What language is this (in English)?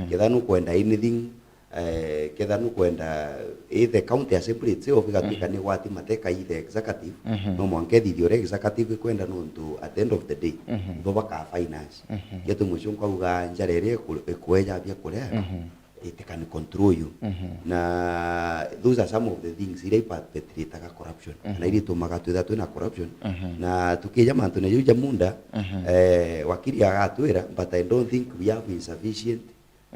Meru